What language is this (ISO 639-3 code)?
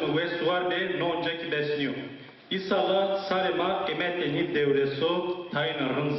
zza